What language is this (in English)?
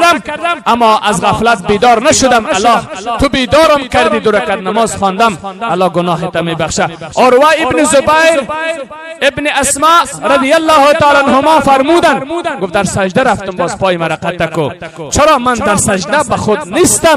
Persian